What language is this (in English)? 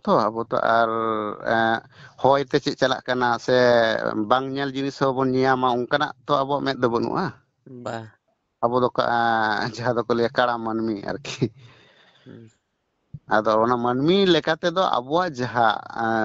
Santali